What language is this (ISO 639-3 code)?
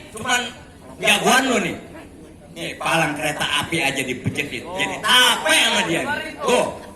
bew